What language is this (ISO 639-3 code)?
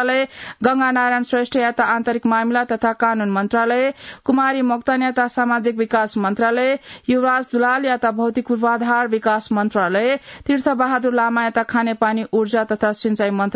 new